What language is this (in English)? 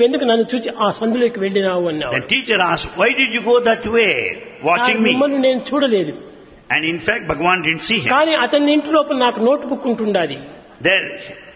Telugu